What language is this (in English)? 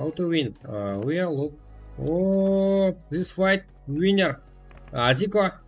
Kara-Kalpak